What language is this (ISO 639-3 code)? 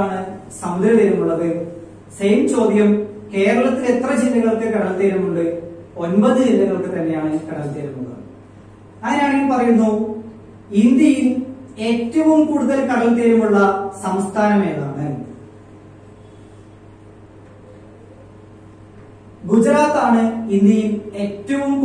mal